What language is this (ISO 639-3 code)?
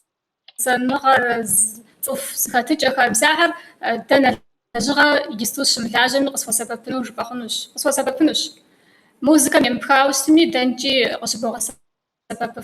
kbd